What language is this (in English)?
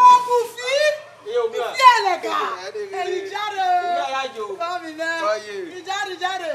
Bini